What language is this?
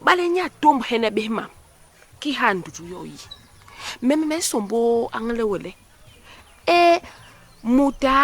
Basaa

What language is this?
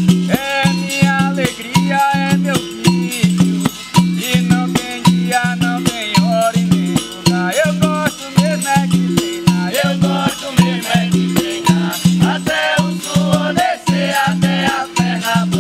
Portuguese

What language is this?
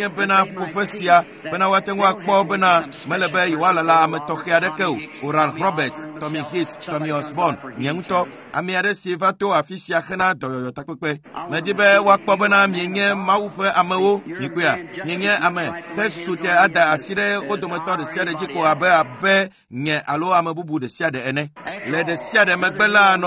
Ewe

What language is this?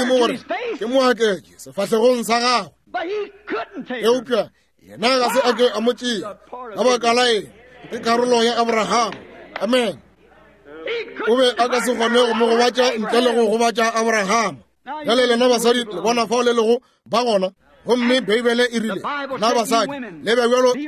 Northern Sotho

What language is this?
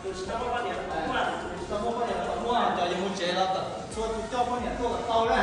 Hmong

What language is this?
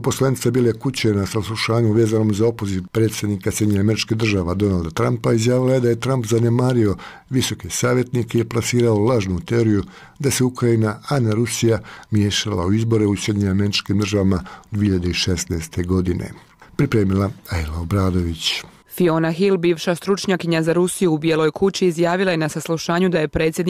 Bosnian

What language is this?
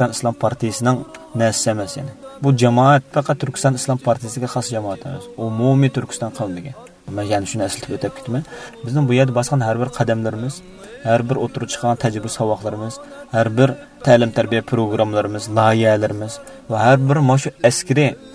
Uyghur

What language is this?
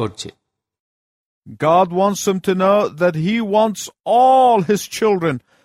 Bangla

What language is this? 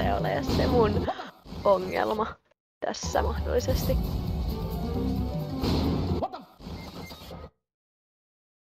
Finnish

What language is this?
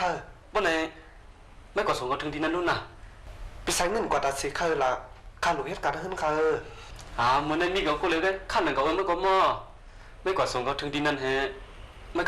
Shan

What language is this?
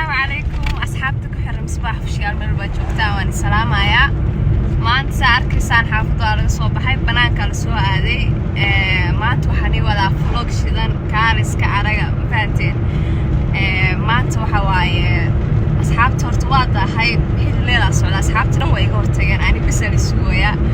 Somali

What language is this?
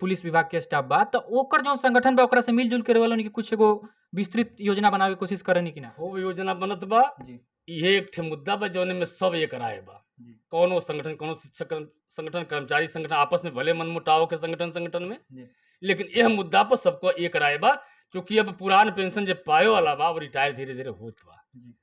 Bhojpuri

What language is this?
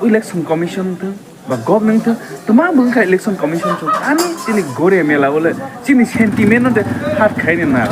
Kok Borok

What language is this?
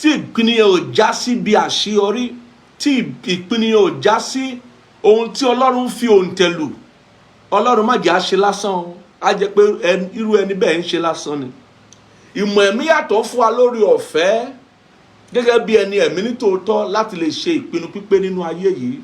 Yoruba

